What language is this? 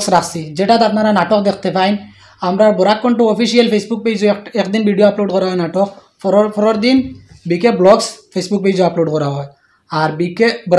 Sylheti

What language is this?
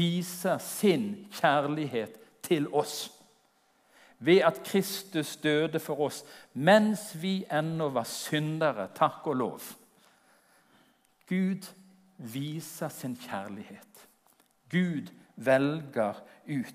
Norwegian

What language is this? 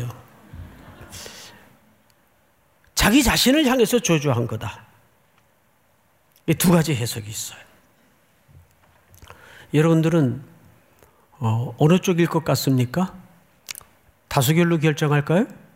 Korean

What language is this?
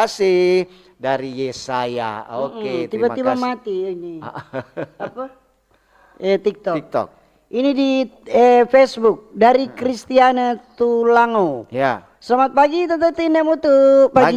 Manado Malay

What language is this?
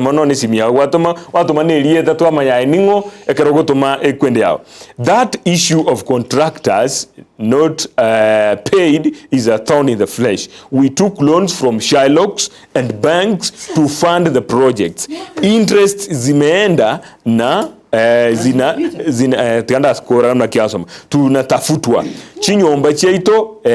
Gusii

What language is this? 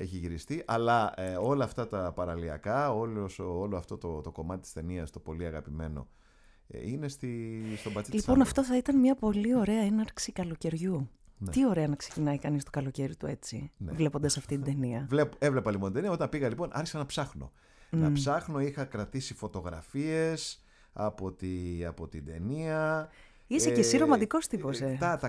Greek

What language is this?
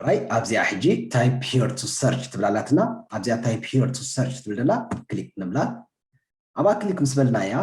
Tigrinya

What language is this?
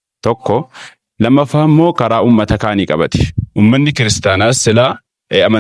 Oromo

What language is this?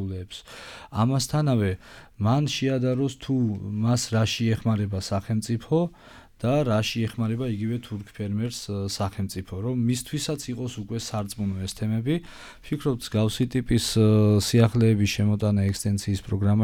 Georgian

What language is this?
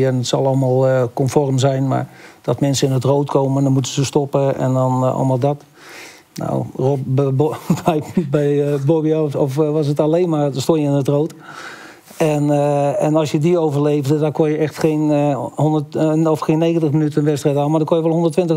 Dutch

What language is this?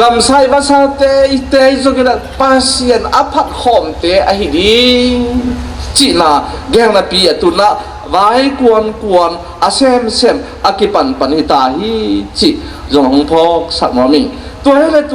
Tedim Chin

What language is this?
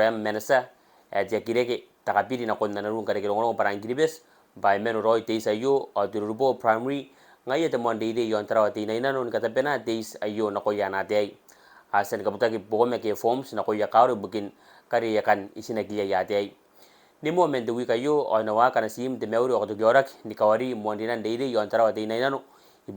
Gilbertese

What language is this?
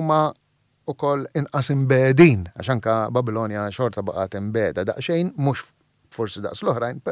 Maltese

